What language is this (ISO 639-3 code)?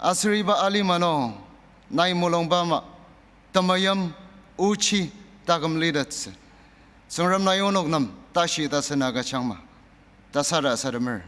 njo